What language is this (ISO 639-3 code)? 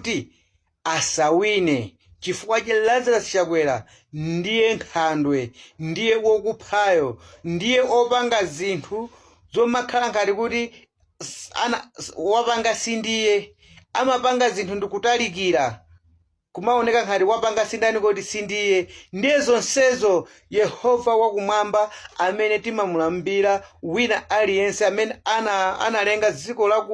nya